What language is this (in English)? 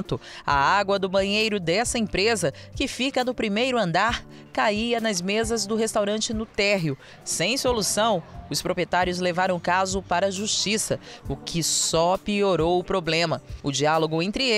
Portuguese